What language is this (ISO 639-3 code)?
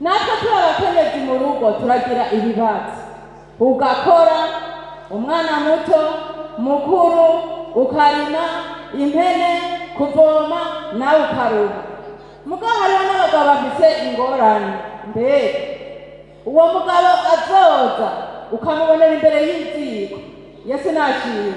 run